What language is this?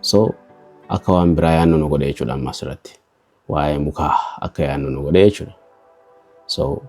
Oromo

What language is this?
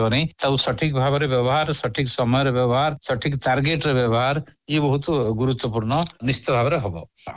Odia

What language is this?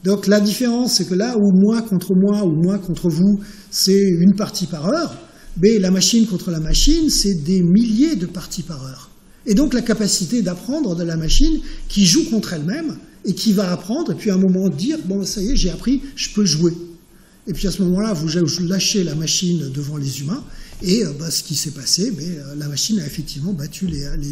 French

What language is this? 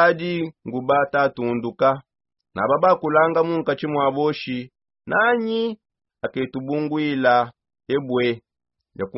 Songe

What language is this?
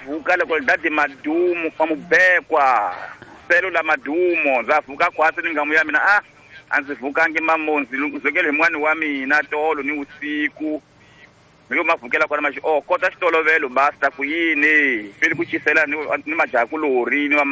Tsonga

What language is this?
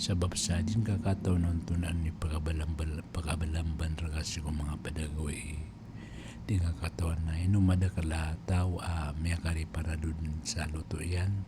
Maranao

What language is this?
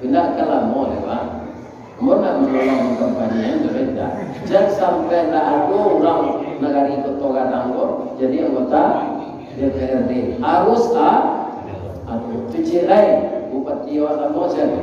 Minangkabau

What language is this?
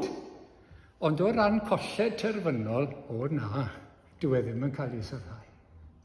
Welsh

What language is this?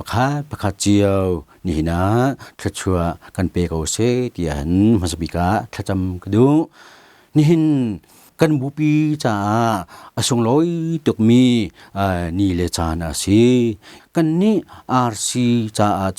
Hakha Chin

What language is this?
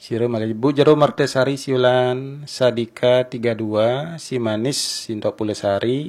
Balinese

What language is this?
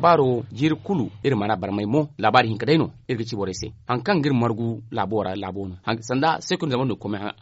Zarma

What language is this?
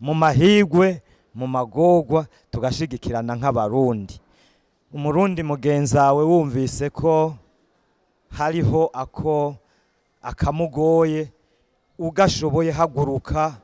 Rundi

